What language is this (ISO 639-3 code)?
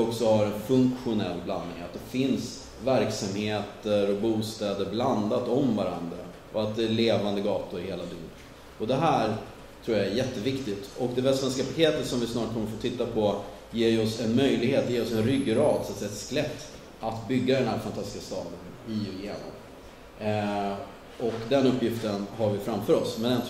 swe